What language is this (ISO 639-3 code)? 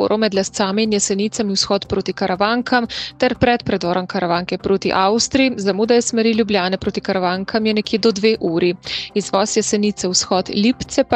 slv